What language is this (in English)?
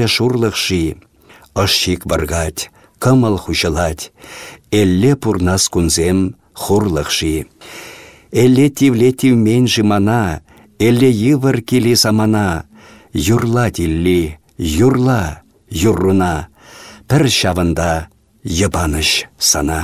Chuvash